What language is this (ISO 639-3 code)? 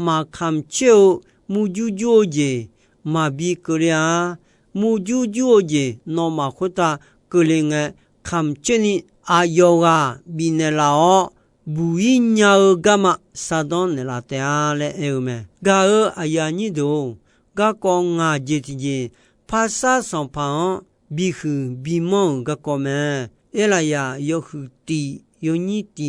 ahk